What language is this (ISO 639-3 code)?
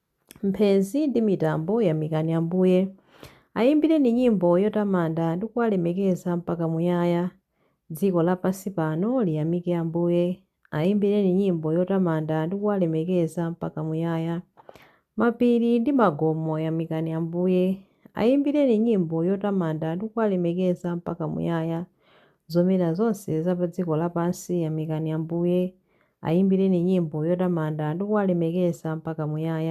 nya